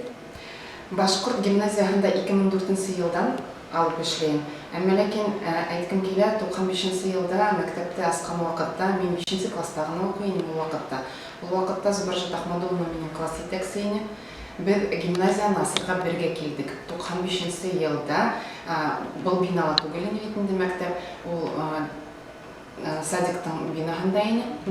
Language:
Bashkir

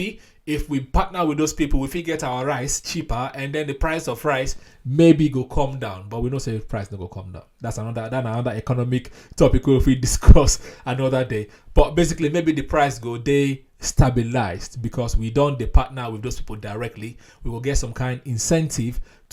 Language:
Nigerian Pidgin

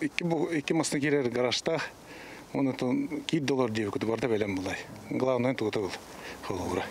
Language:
Yakut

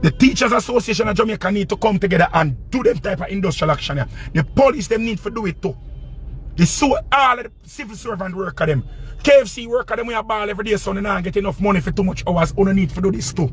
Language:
Jamaican Creole English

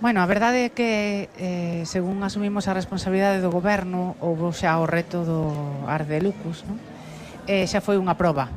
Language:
Galician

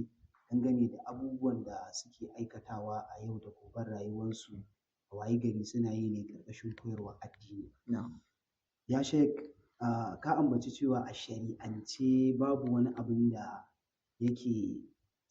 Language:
Hausa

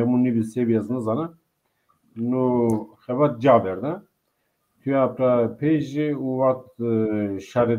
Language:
Zaza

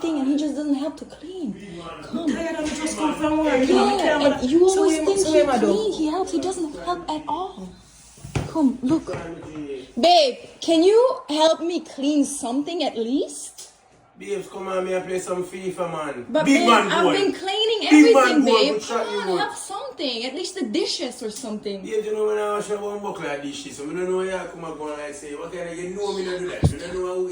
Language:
Jamaican Creole English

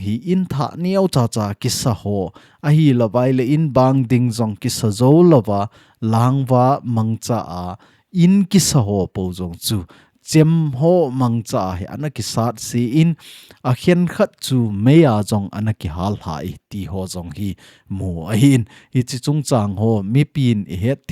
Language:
Thado Chin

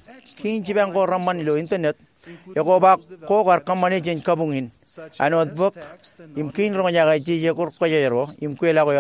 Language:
Marshallese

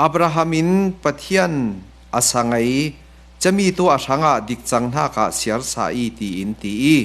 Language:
Falam Chin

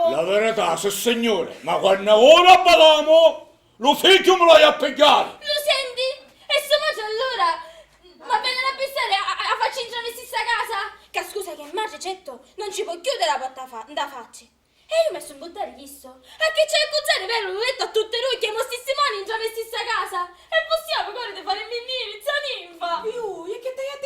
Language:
Sicilian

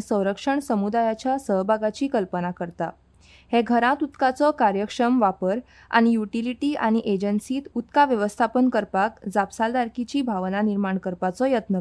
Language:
Konkani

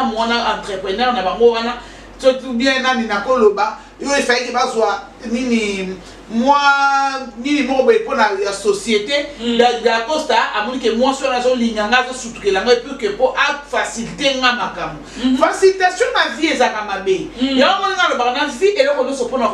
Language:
Lingala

